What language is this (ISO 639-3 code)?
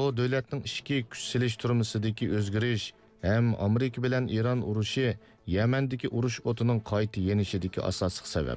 uig